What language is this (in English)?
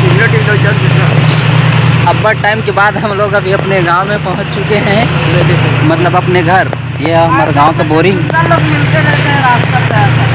Chhattisgarhi